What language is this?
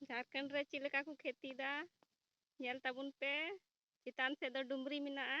Santali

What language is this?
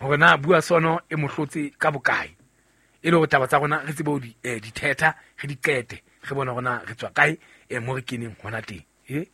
Southern Sotho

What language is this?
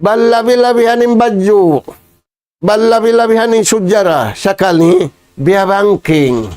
Tausug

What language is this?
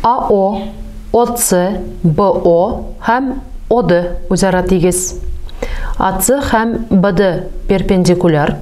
Tatar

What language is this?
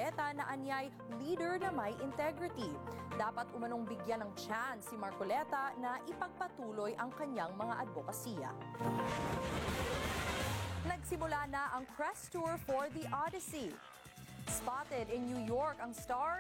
Filipino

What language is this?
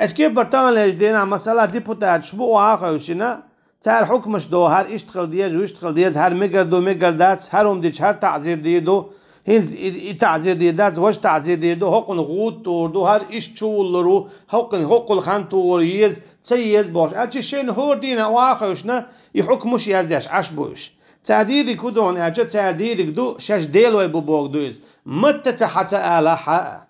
Chechen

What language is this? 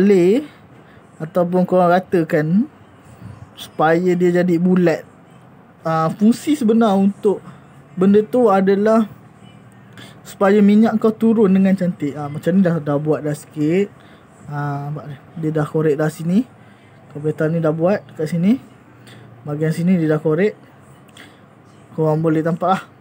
Malay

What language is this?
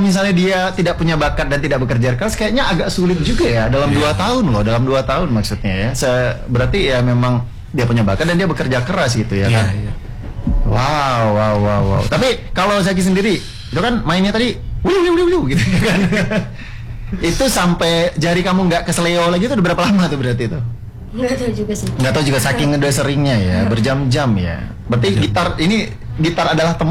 Indonesian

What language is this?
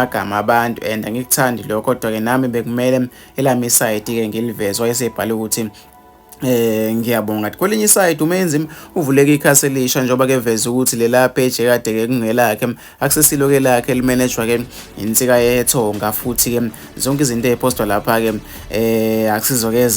Zulu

